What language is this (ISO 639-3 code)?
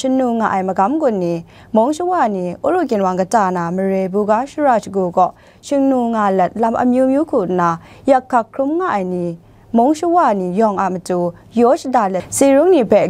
kac